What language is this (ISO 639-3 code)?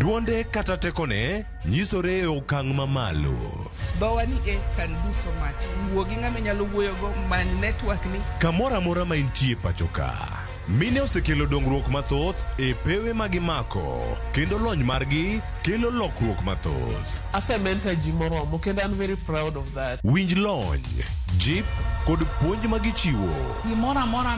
luo